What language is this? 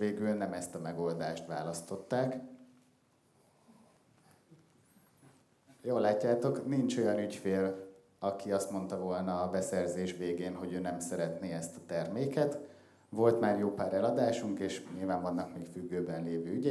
Hungarian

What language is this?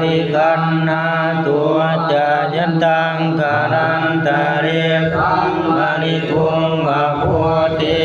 Pali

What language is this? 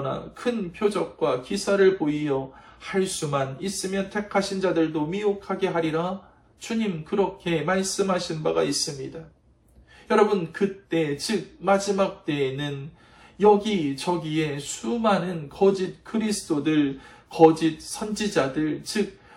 Korean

